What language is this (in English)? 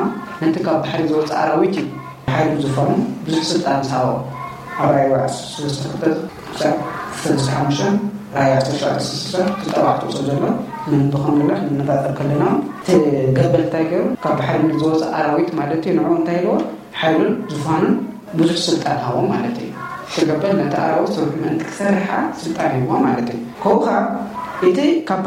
Tigrinya